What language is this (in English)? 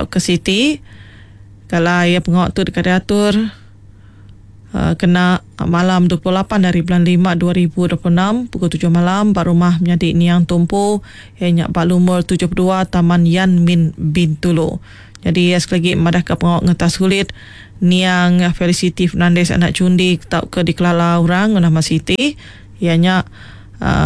Iban